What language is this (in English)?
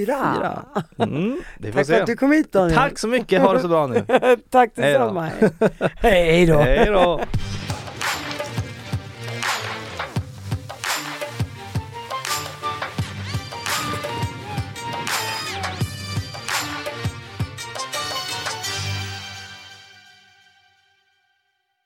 Swedish